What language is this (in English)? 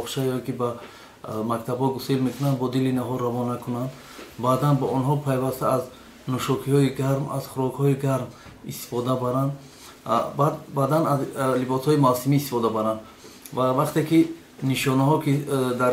Tajik